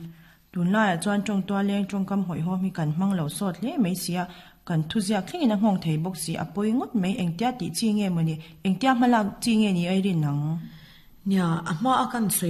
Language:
Mizo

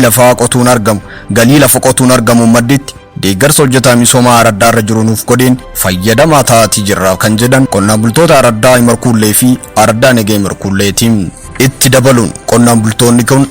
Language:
Oromo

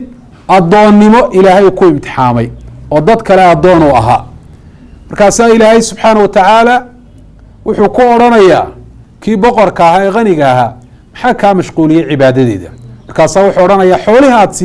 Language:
Somali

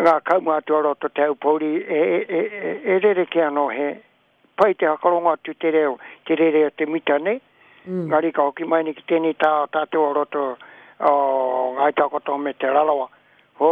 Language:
Māori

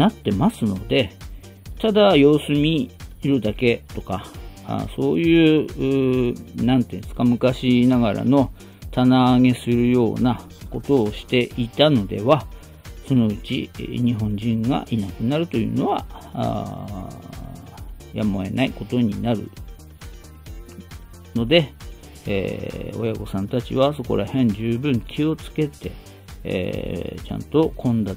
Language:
Japanese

